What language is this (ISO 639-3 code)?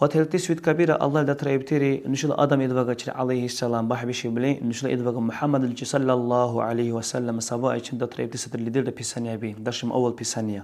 dar